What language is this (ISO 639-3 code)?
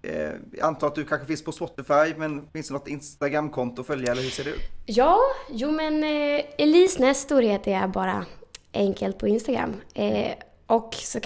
swe